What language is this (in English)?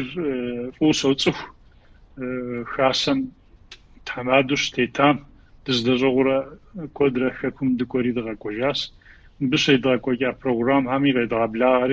Kabardian